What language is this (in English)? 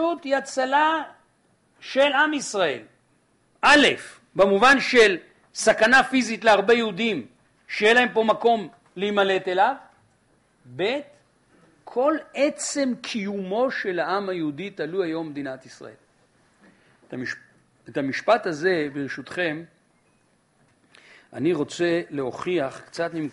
Hebrew